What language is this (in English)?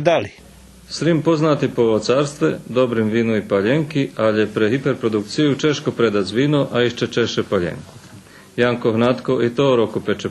Rusyn